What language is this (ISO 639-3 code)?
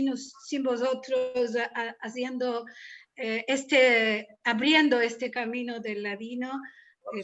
lad